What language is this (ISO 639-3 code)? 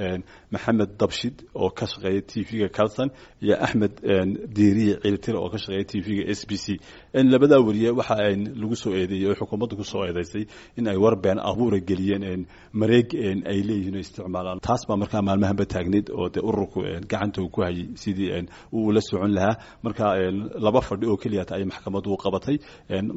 som